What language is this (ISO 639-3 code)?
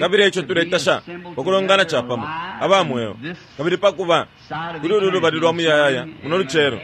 bem